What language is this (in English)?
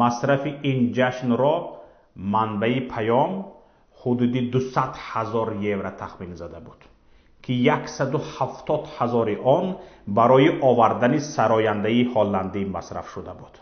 Tajik